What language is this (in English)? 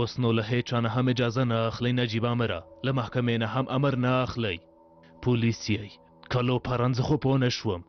Pashto